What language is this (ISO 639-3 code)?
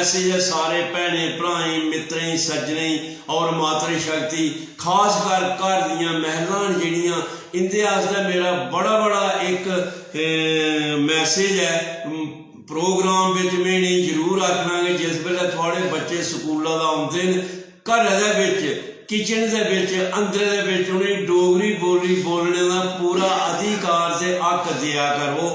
doi